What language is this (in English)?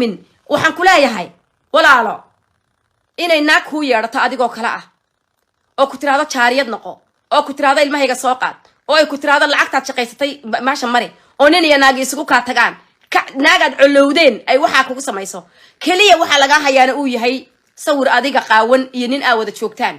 Somali